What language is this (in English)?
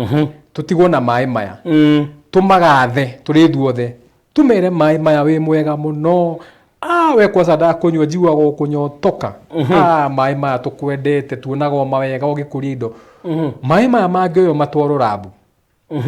Kikuyu